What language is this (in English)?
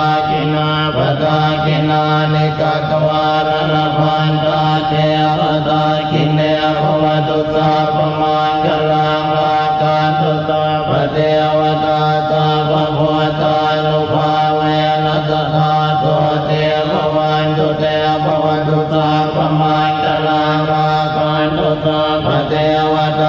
Pali